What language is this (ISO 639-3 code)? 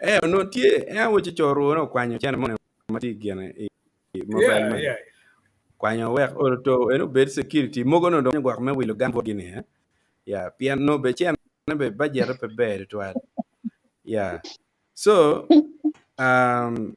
ach